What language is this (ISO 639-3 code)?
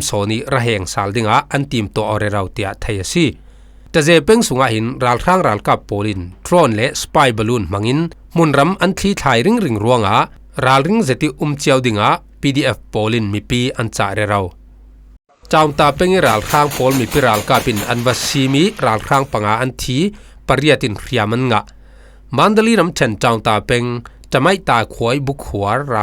cfm